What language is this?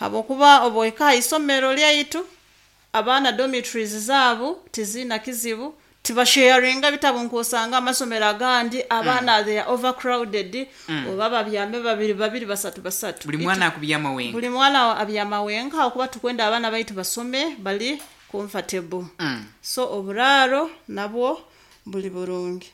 Nyoro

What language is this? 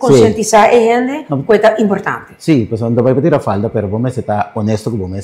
Papiamento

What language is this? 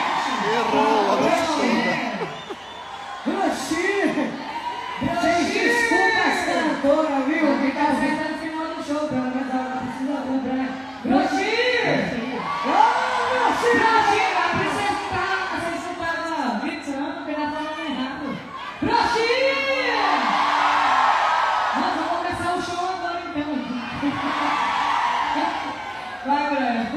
Portuguese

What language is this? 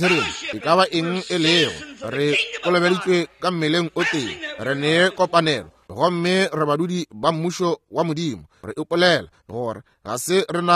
Northern Sotho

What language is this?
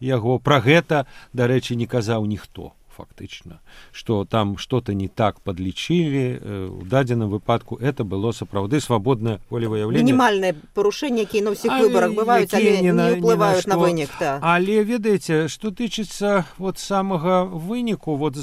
Belarusian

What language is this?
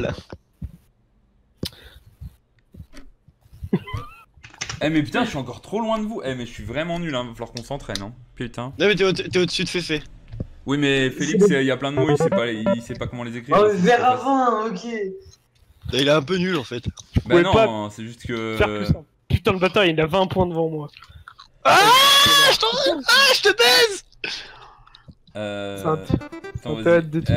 French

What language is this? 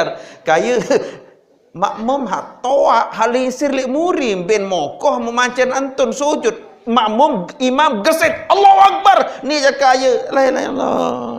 Sasak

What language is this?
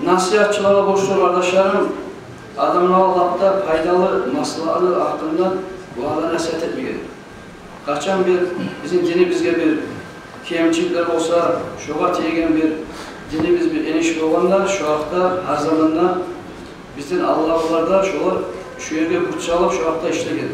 Kumyk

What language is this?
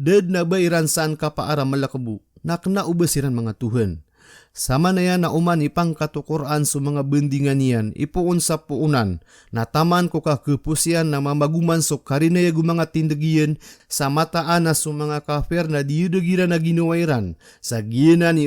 Maranao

